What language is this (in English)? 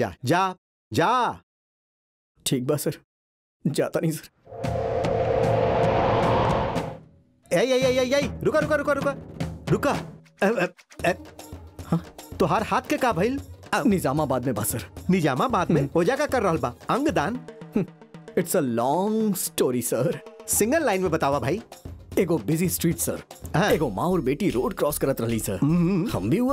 Bhojpuri